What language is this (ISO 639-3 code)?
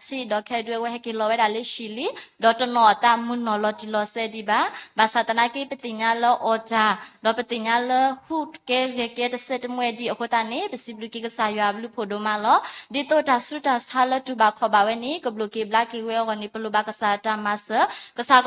ksw